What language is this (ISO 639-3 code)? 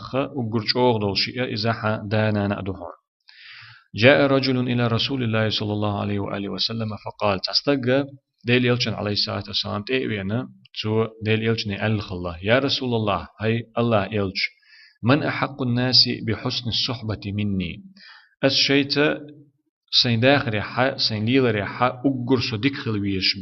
che